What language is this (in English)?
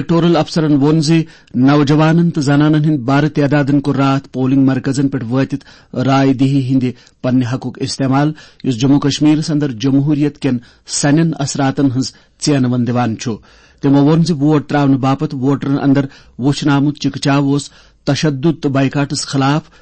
Kashmiri